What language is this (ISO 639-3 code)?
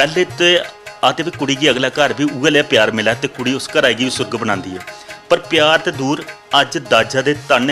doi